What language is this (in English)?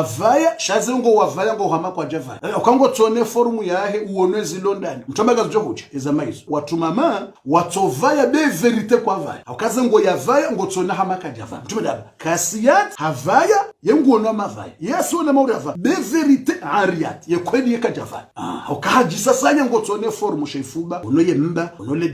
Ngazidja Comorian